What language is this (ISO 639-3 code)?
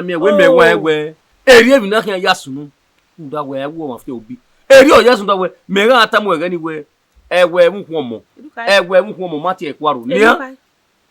bin